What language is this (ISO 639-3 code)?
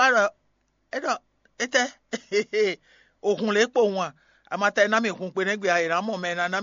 fon